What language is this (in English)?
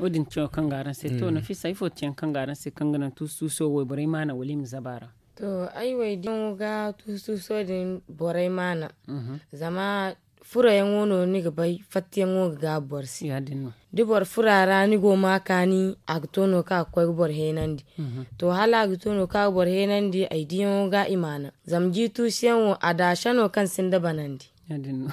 Zarma